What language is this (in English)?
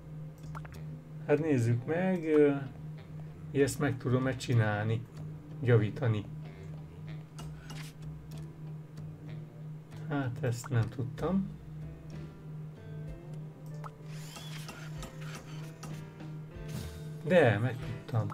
Hungarian